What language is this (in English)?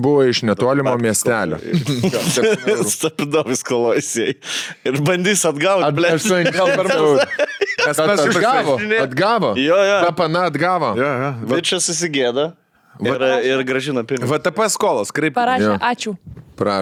Lithuanian